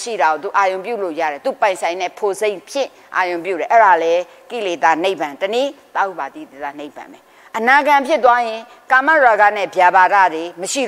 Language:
Burmese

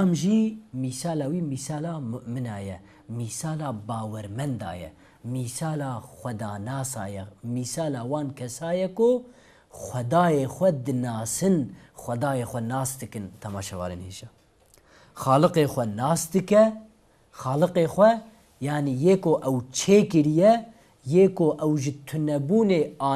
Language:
Kurdish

